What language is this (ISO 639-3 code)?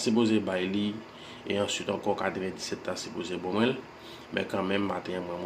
hat